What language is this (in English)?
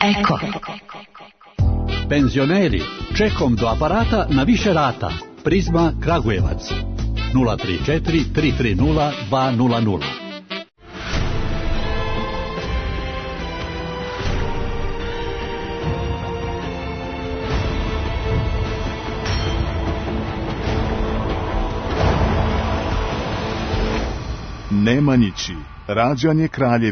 Serbian